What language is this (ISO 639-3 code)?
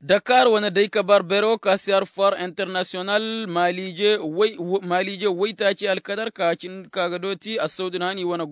ses